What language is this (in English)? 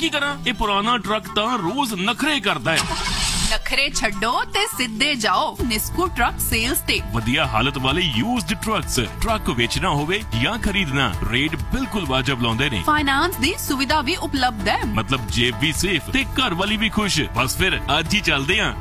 Punjabi